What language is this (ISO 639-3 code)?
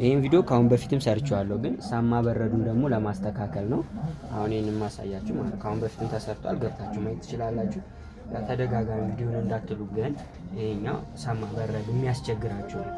amh